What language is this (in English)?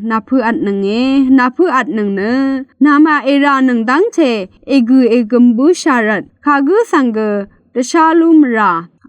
Rawang